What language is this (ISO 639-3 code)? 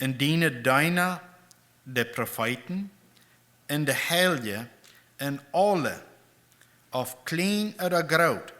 pdt